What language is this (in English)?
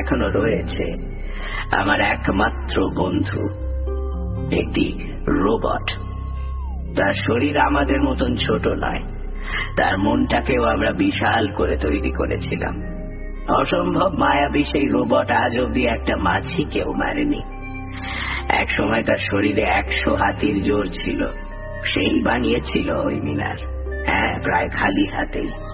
Bangla